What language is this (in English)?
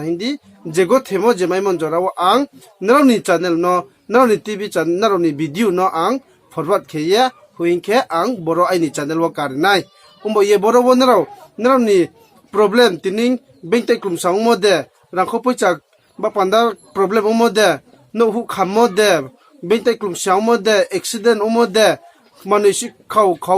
Riang (India)